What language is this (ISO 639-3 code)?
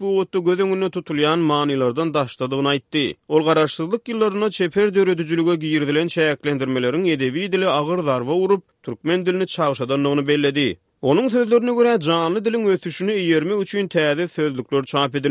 tuk